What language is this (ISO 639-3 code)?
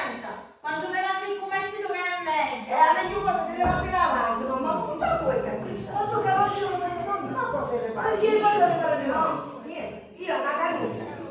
scn